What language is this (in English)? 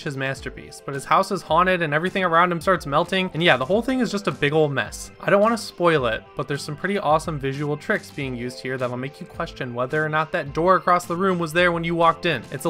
English